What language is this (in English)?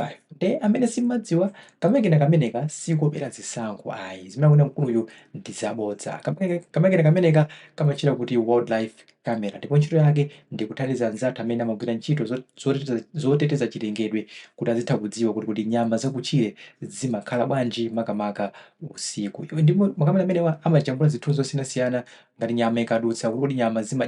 Nyanja